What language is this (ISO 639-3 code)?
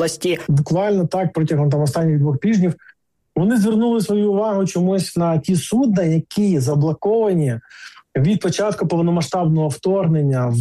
ukr